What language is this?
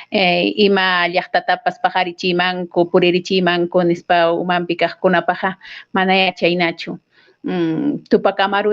Ayacucho Quechua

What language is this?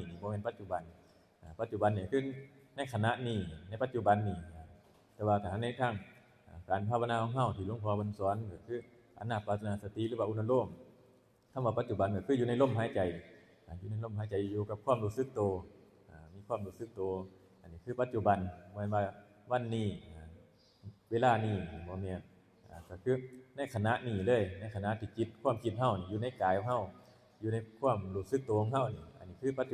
Northeastern Thai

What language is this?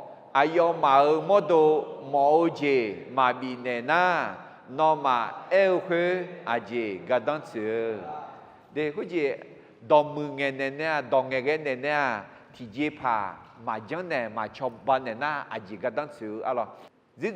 Akha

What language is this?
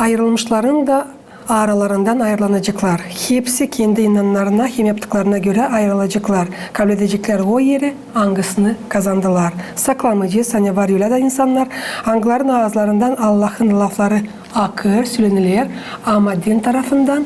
Gagauz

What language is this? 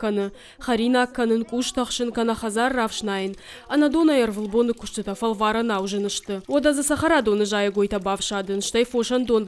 Ossetic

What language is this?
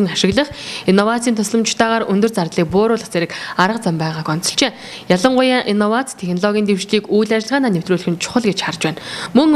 Mongolian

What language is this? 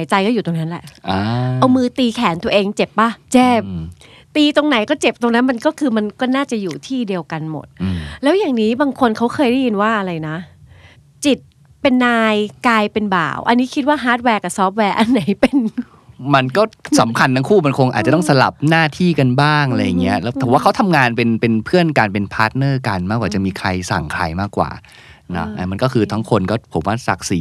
Thai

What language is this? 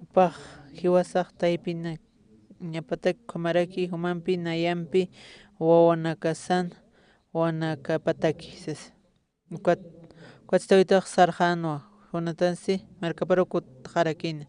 Aymara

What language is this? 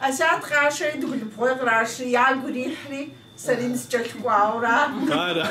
Kabardian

